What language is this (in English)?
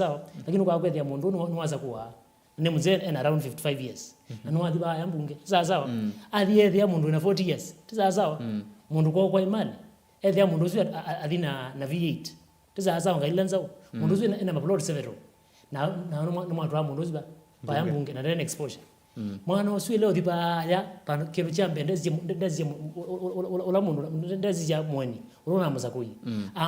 Kamba